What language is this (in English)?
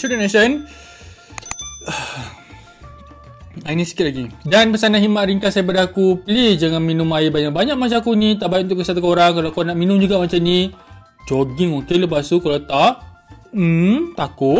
Malay